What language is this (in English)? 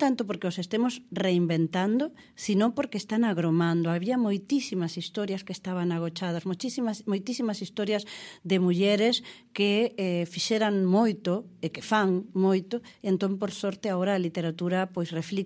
Galician